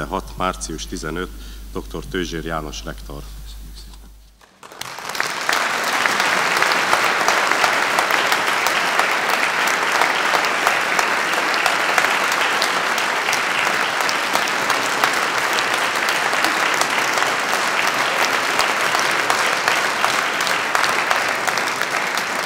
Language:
Hungarian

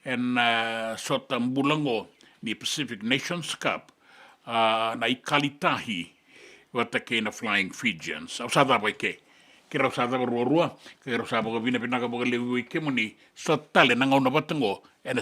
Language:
Fijian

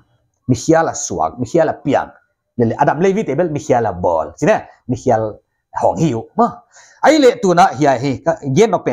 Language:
Paite Chin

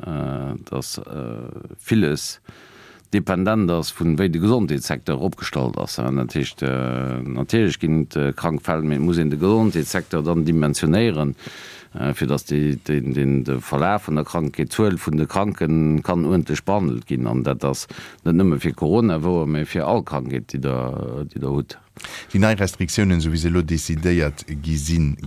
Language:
Luxembourgish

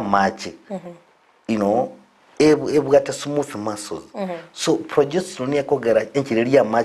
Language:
Gusii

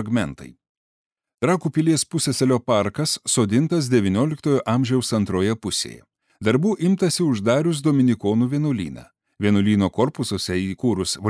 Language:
Lithuanian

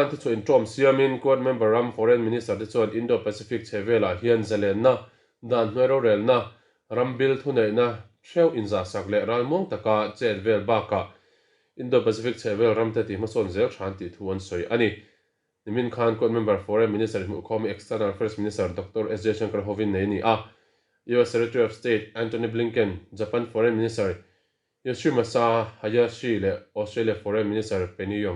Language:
Mizo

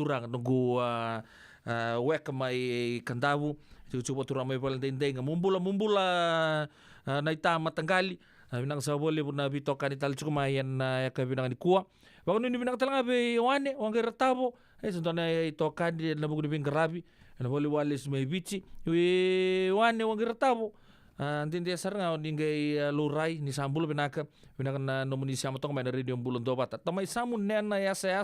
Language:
Fijian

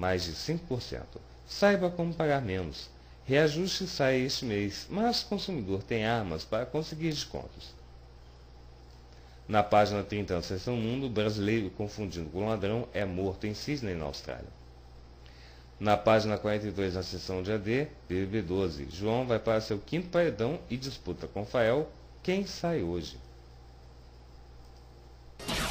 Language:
Portuguese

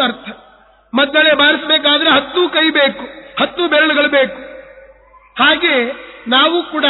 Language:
Kannada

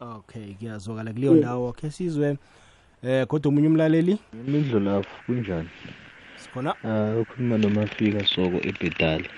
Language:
South Ndebele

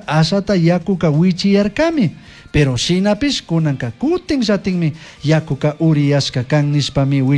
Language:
Chimborazo Highland Quichua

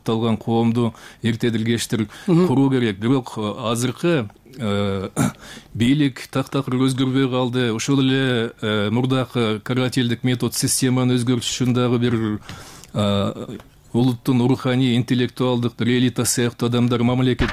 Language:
Kyrgyz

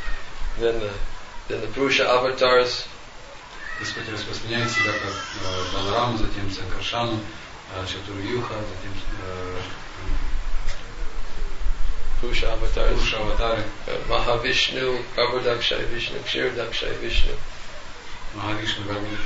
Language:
Russian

